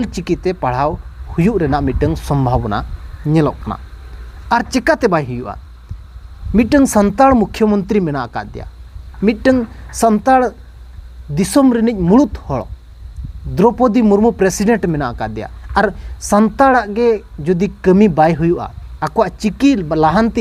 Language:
Santali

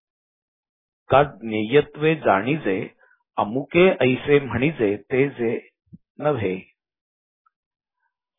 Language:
Marathi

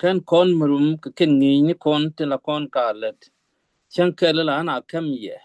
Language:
Nuer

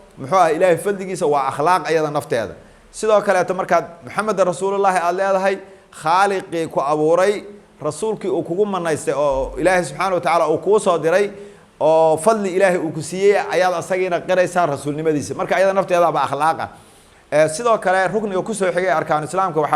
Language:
Somali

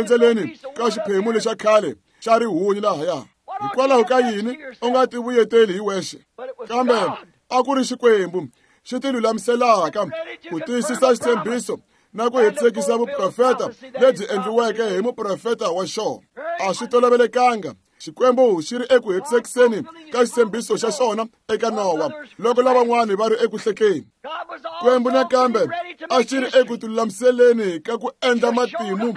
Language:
Tsonga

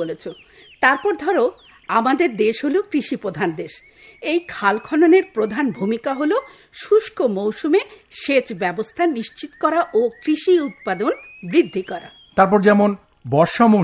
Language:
Bangla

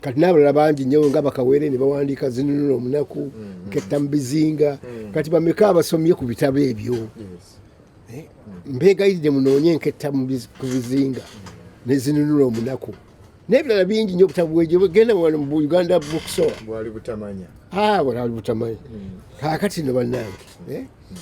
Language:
Ganda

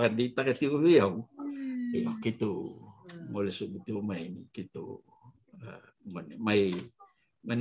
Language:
Fijian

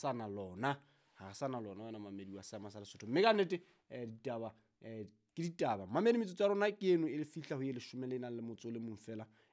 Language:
Southern Sotho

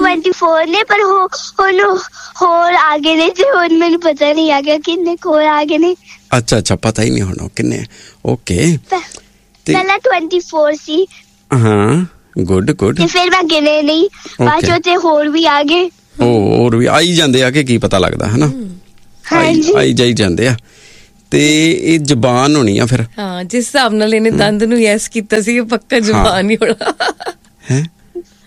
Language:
Punjabi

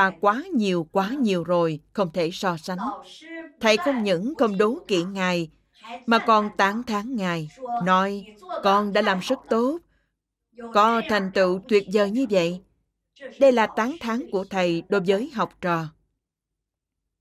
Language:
Vietnamese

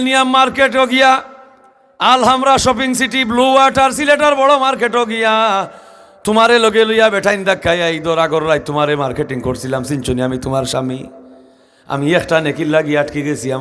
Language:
Sylheti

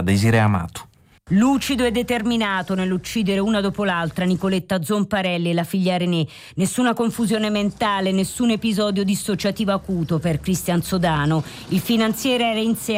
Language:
Italian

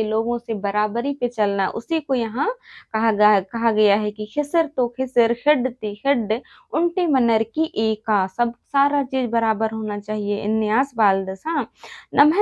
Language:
Kurukh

